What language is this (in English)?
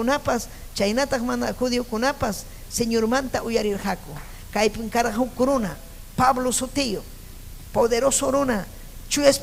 Ayacucho Quechua